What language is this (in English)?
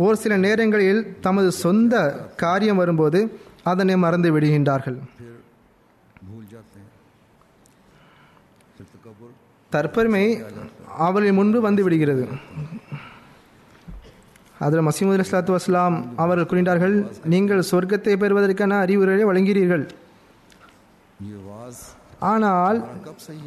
Tamil